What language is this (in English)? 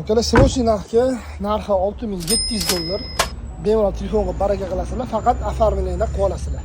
Uzbek